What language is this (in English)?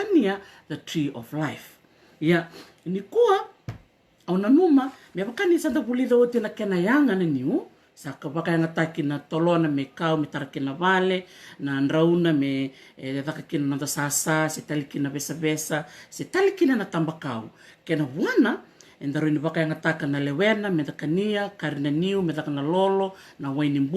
Fijian